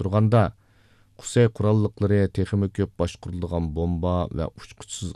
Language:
Uyghur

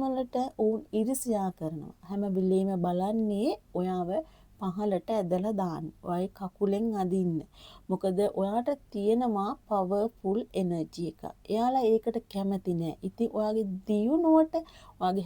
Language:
Sinhala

